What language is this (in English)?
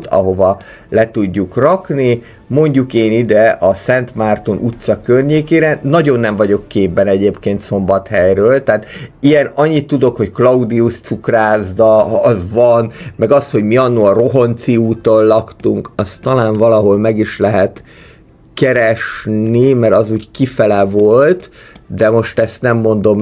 Hungarian